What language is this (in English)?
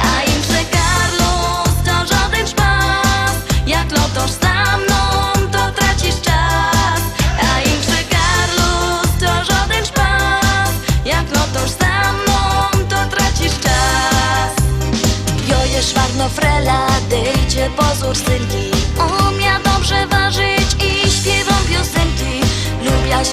Silesian